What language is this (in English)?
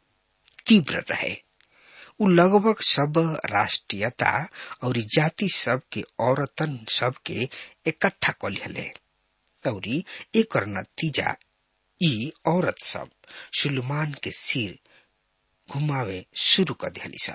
Bhojpuri